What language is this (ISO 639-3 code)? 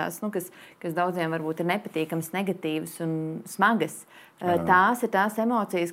lav